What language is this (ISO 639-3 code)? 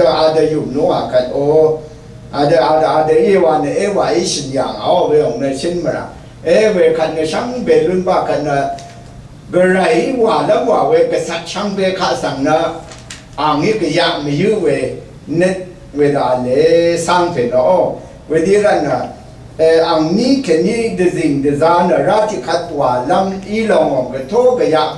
raw